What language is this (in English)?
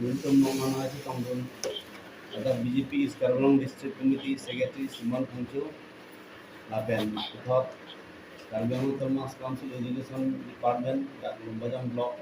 Karbi